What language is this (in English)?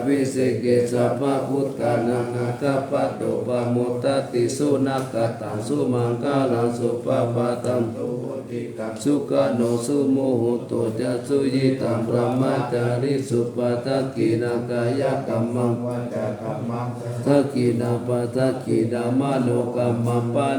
Pali